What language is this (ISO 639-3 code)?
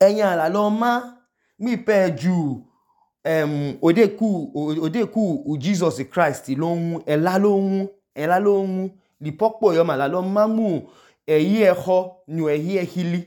idu